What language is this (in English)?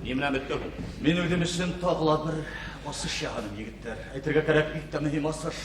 Bashkir